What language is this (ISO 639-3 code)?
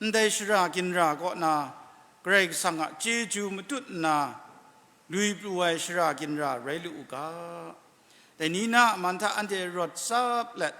kac